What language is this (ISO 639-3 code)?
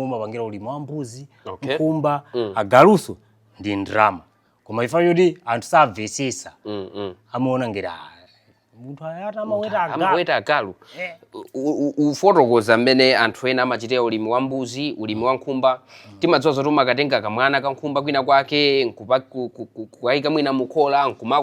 nya